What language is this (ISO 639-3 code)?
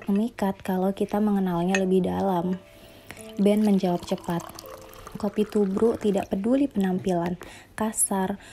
ind